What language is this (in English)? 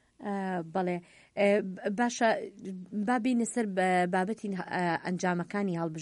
Central Kurdish